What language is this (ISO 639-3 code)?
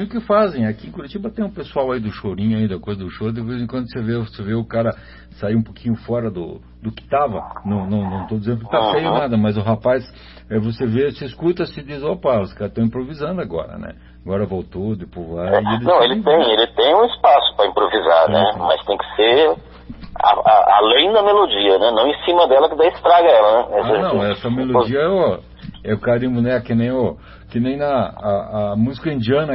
por